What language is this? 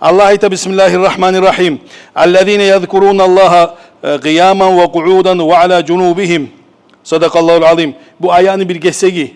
Kumyk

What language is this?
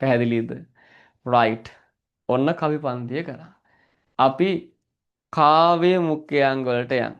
Sinhala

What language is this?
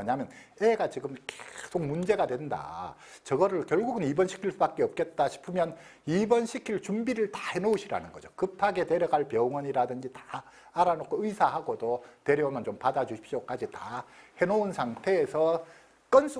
Korean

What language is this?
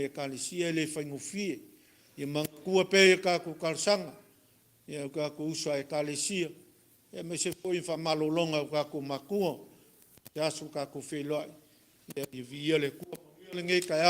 Samoan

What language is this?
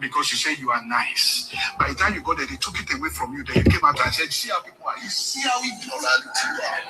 Nigerian Pidgin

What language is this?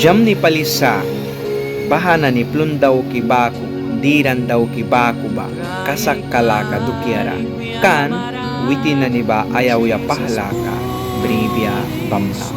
Mískito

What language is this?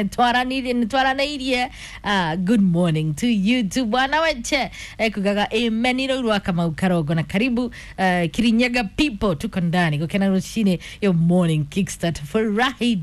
Kikuyu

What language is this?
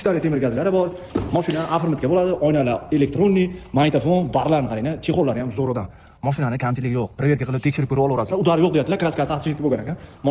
Uzbek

